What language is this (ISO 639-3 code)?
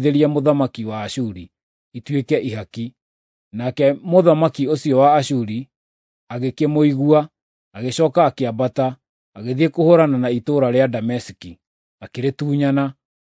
kik